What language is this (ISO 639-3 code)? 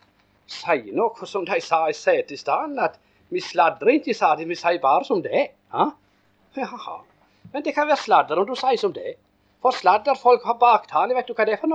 nor